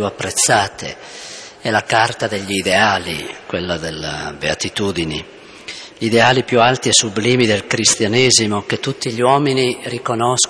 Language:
Italian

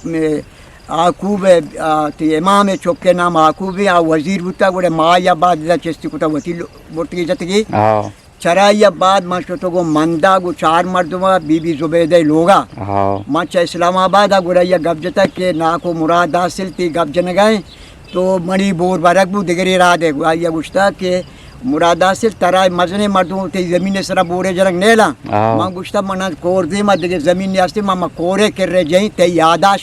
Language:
Eastern Balochi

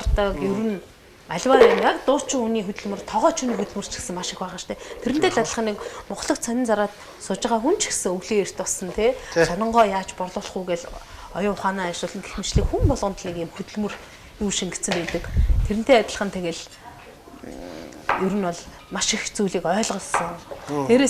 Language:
Mongolian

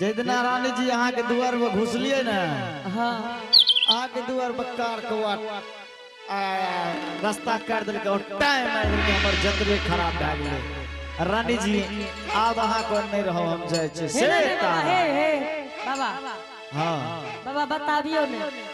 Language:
Angika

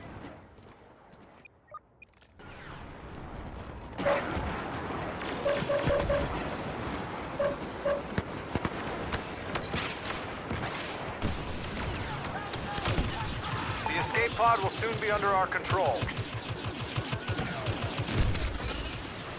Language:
English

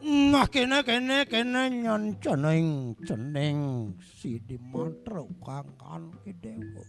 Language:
Balinese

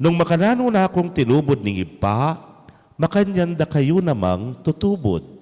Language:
Pampanga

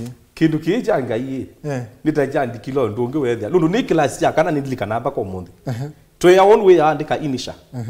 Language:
Kamba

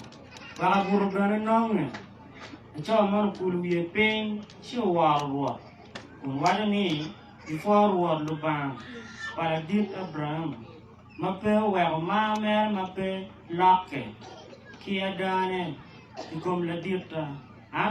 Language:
Acoli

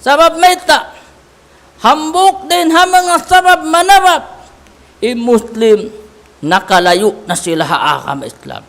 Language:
Tausug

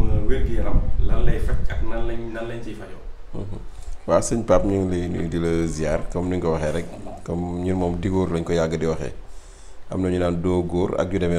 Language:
Wolof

